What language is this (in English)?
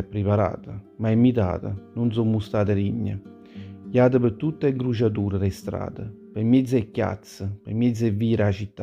Neapolitan